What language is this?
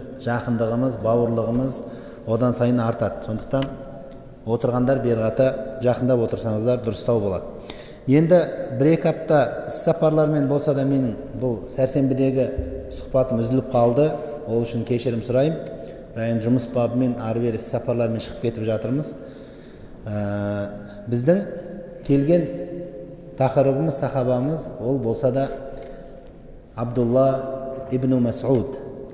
Kazakh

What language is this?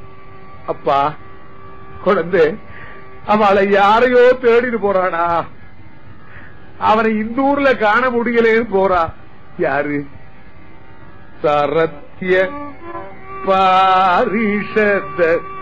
Tamil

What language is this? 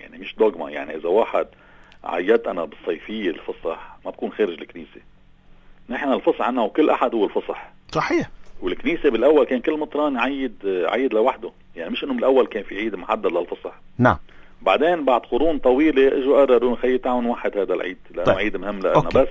North Levantine Arabic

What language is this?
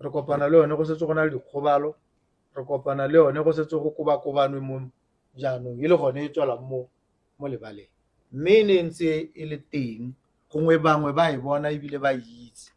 Tswana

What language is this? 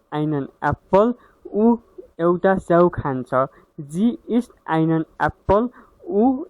Nepali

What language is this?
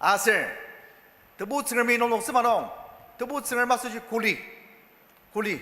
Ao Naga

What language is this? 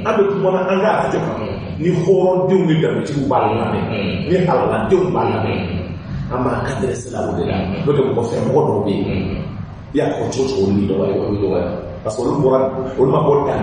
Bambara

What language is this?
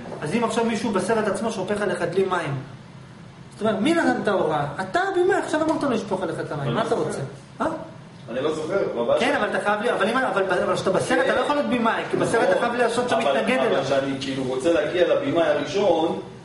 Hebrew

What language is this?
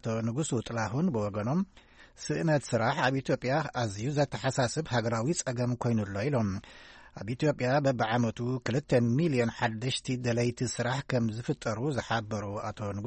Tigrinya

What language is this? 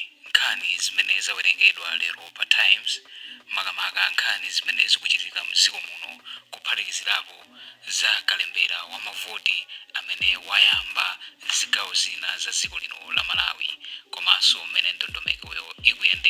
Nyanja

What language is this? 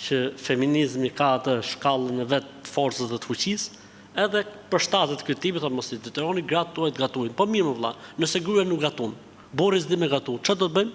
Albanian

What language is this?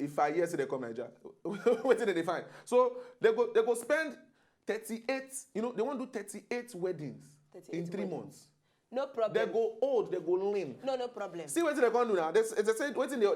Nigerian Pidgin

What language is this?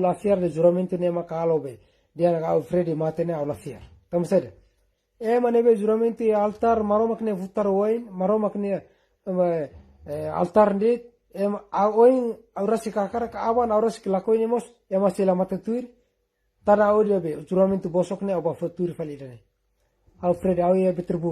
Tetum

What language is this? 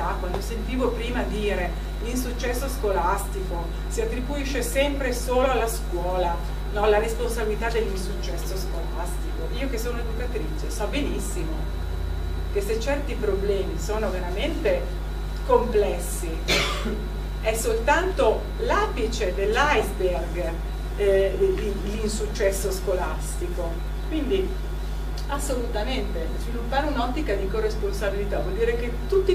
Italian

